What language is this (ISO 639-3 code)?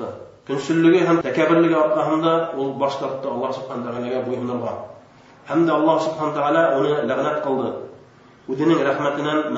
bak